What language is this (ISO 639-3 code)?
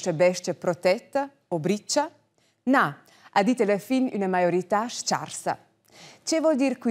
roh